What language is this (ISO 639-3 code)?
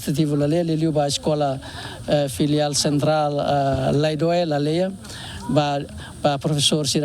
tet